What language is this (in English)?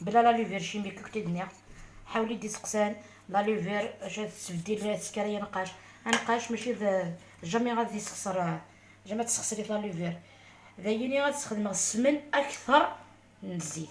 Algerian Arabic